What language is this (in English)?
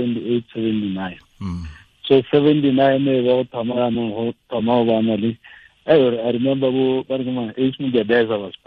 Tswana